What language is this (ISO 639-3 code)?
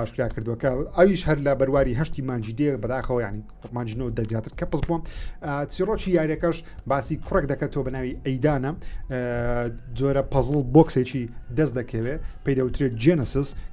ckb